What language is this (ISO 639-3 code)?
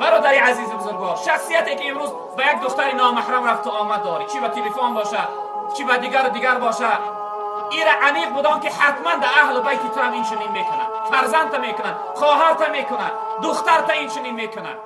tgk